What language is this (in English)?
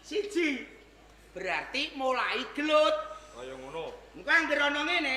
Javanese